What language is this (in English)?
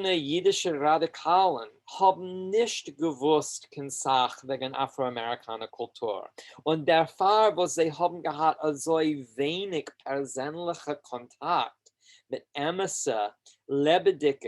Yiddish